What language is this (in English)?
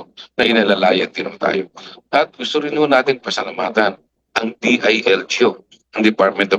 Filipino